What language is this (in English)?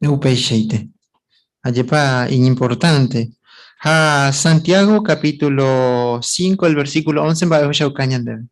Guarani